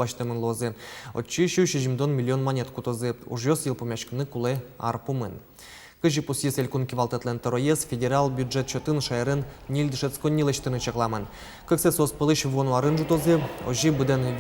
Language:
Udmurt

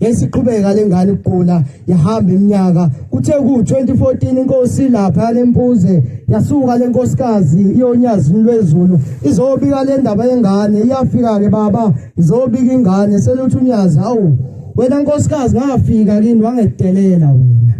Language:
Zulu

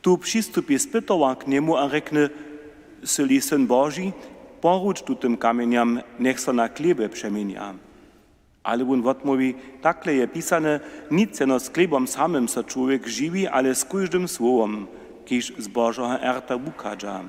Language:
Upper Sorbian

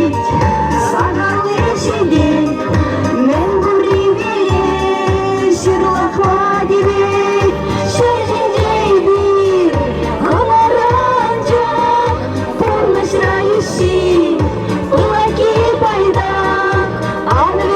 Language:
Chuvash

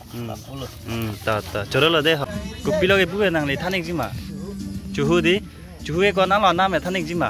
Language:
Karbi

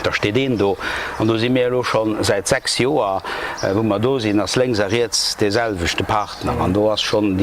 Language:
Luxembourgish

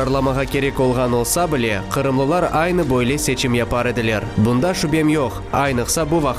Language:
Crimean Tatar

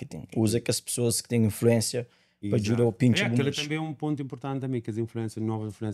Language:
Kabuverdianu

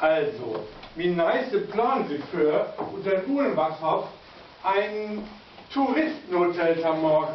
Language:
Low German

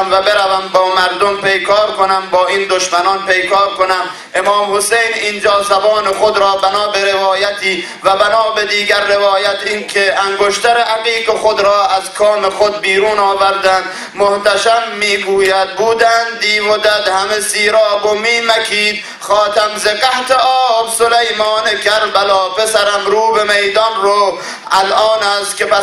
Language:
Persian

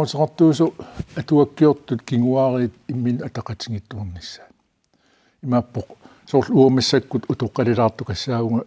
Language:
Kalaallisut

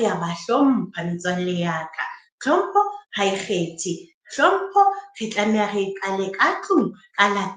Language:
Southern Sotho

